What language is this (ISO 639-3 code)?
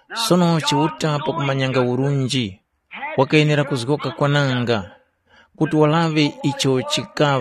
tum